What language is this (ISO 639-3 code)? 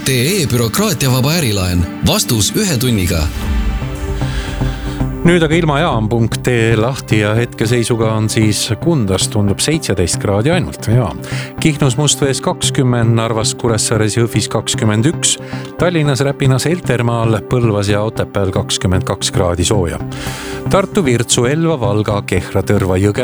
est